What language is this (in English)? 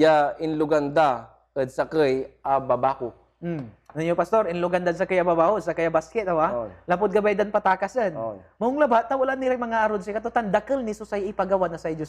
Pangasinan